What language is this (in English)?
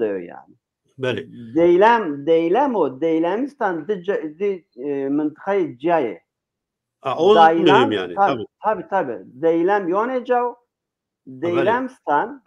Zaza